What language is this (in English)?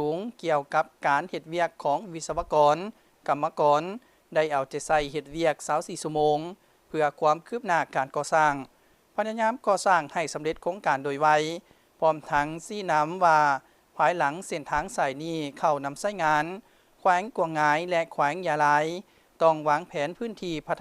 Lao